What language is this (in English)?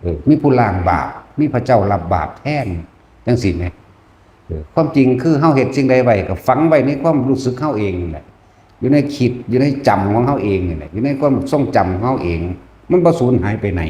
Northeastern Thai